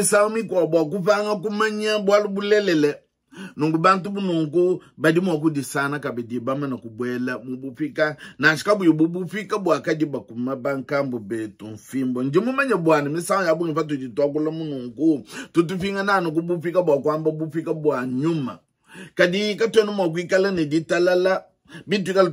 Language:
Luba-Lulua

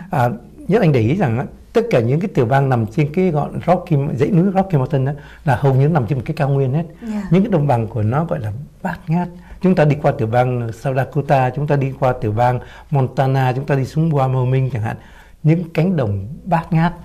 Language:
Vietnamese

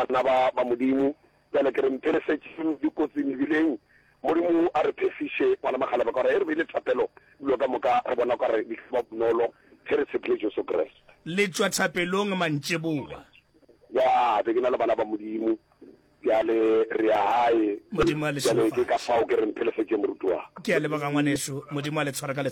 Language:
Northern Sotho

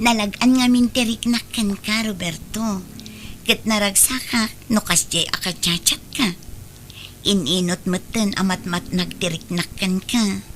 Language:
Iloko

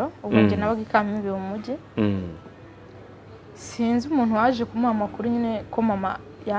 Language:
Kinyarwanda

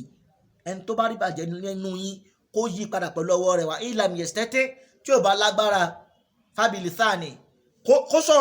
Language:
Yoruba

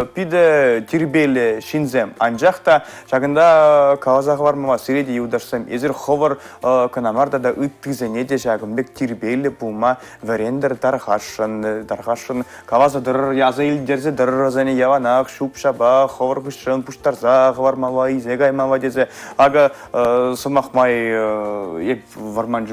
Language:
Chuvash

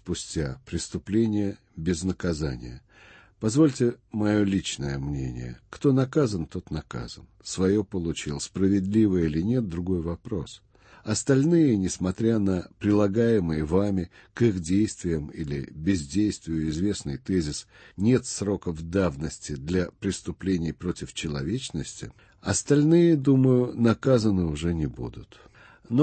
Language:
Russian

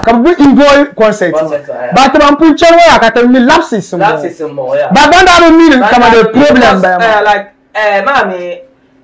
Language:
Dagbani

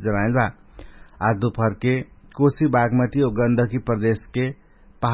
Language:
Dangaura Tharu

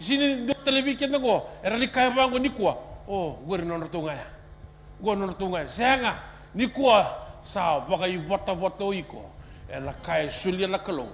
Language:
Fijian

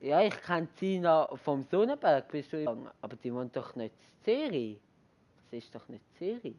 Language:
Swiss German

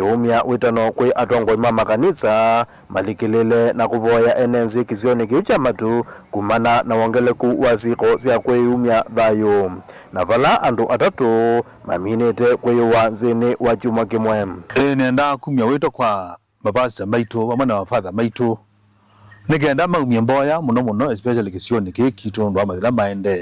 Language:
Kamba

